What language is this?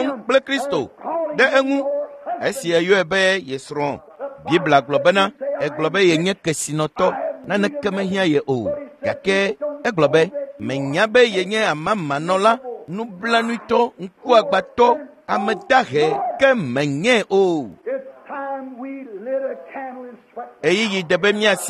Ewe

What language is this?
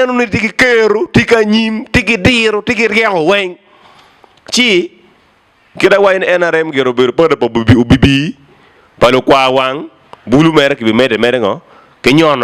Acoli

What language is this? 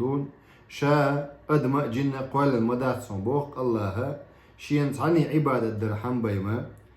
Chechen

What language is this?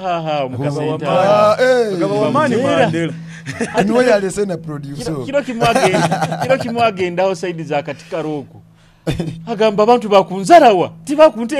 Nyoro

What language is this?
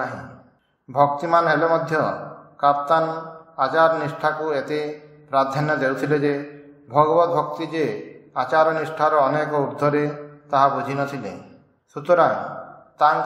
Odia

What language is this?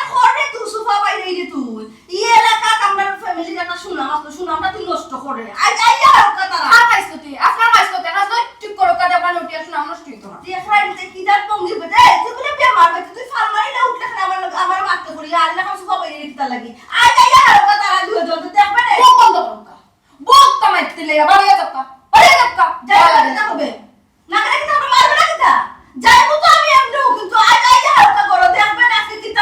Sylheti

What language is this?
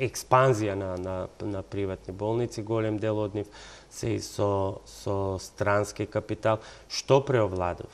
Macedonian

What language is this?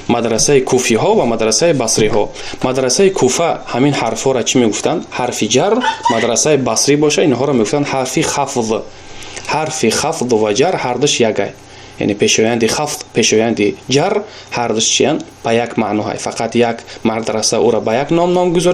Tajik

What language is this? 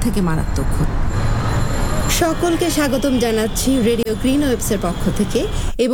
Bangla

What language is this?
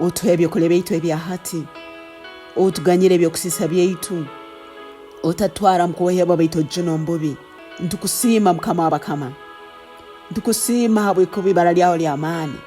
Tooro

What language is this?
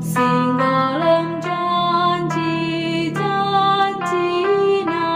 Batak Karo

